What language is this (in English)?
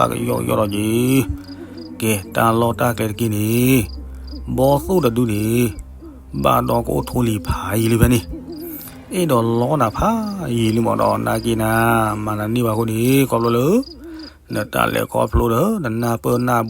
S'gaw Karen